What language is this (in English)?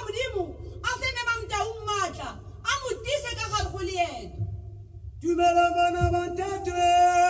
Tswana